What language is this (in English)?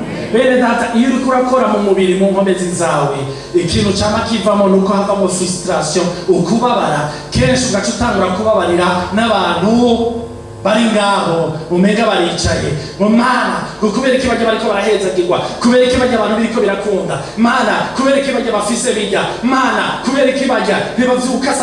Rundi